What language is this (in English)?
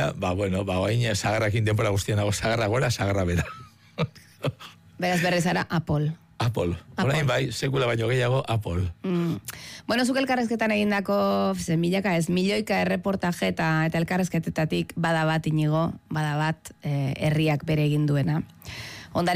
Basque